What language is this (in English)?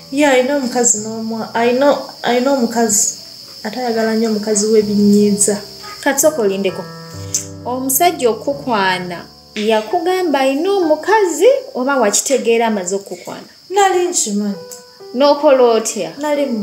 Ganda